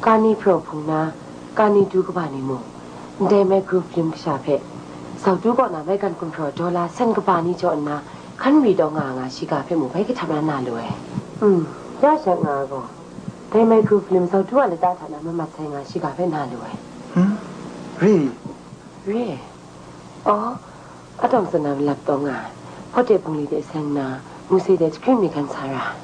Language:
Kachin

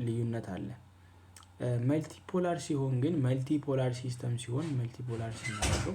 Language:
Amharic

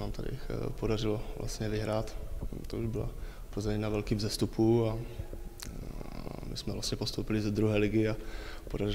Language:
Czech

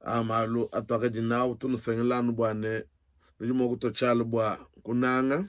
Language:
Luba-Lulua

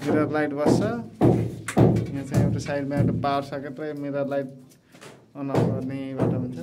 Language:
Nepali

